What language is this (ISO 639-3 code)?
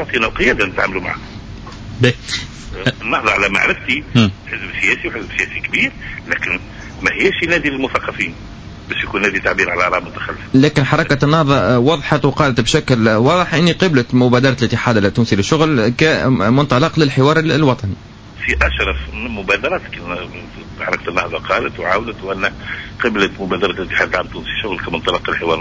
aeb